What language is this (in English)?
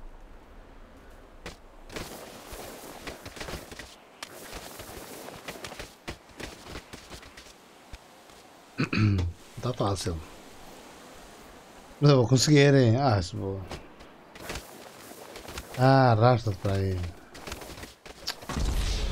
Portuguese